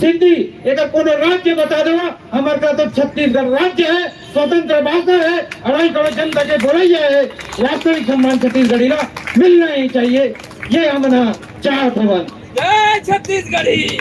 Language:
Chhattisgarhi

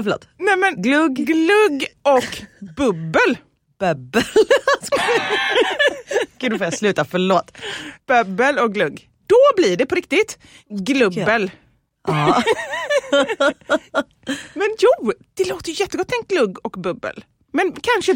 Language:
Swedish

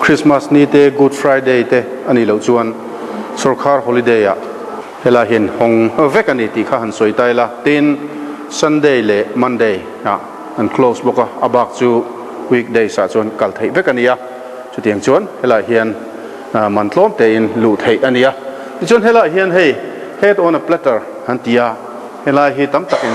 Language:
Mizo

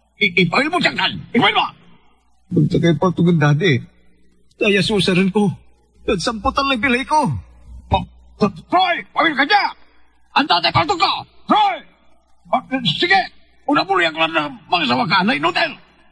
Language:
Pangasinan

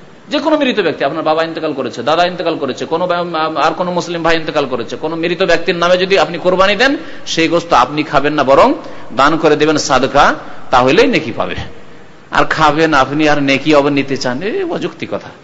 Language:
Bangla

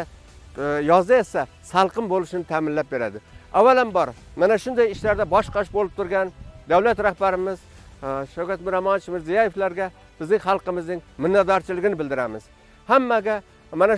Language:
Uzbek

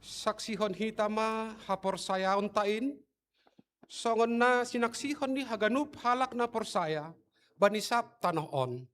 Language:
Batak Simalungun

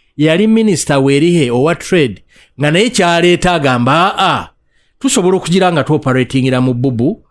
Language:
Ganda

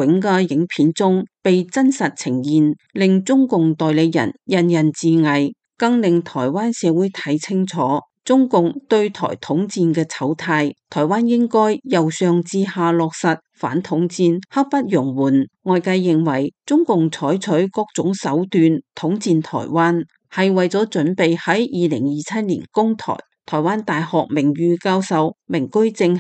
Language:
Cantonese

